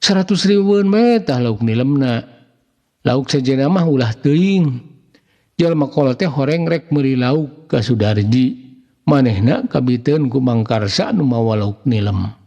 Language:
Sundanese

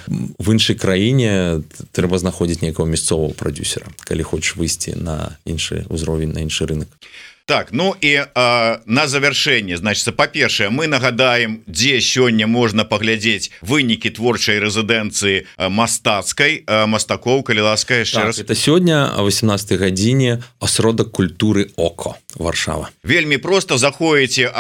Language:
Belarusian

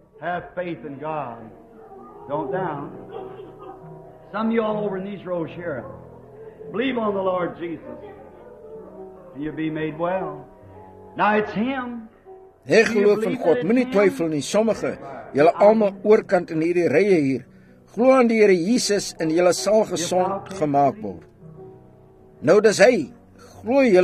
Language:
Afrikaans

